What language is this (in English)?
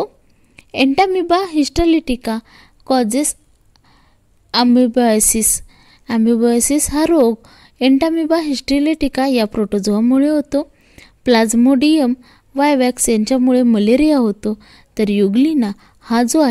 Marathi